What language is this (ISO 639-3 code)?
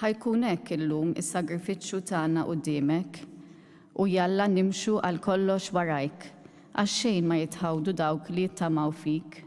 mlt